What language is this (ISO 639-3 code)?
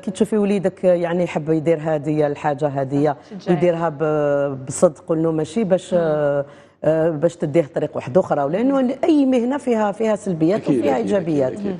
arq